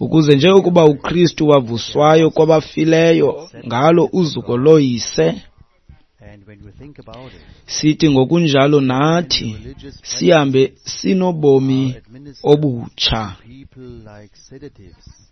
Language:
Xhosa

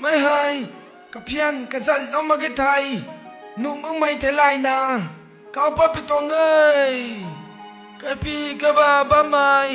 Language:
Rongmei Naga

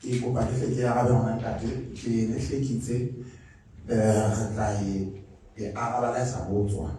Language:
Southern Sotho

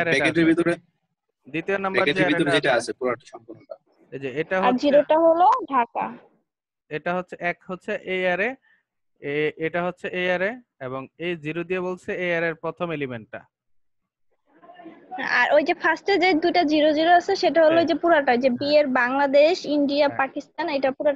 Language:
Bangla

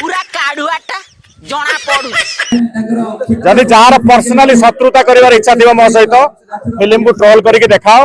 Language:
Odia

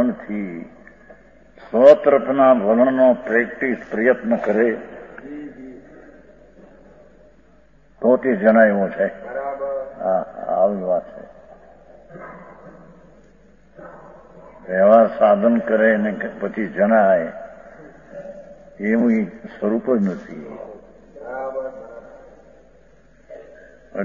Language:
Gujarati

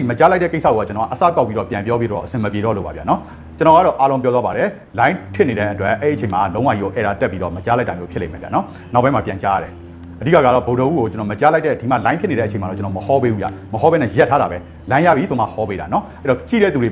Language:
Burmese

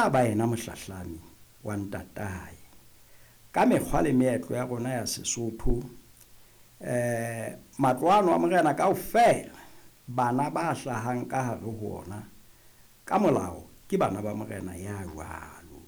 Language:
Southern Sotho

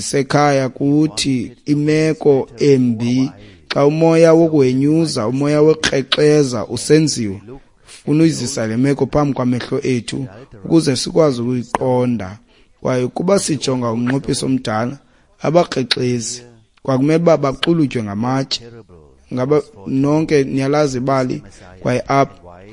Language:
Xhosa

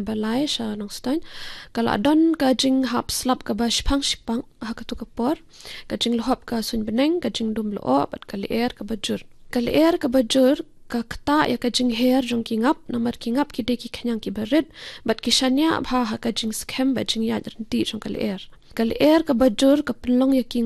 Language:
Khasi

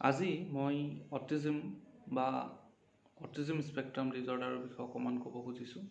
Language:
Assamese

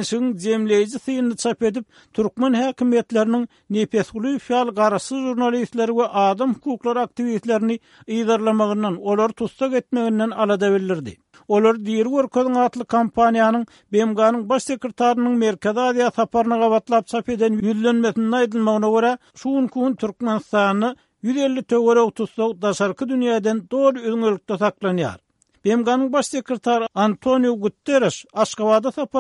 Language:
Turkmen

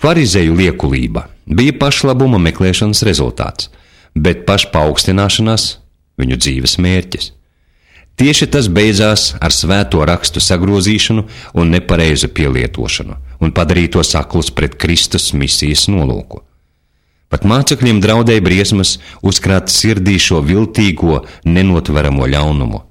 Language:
Latvian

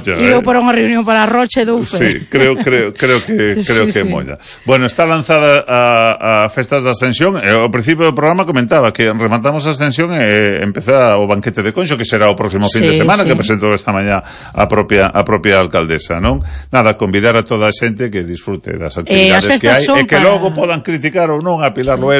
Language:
Galician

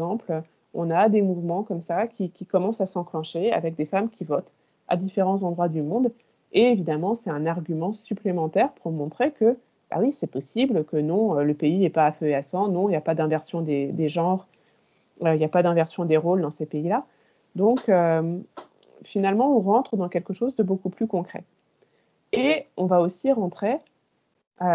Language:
French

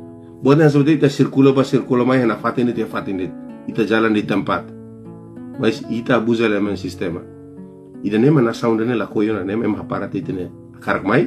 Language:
Tetum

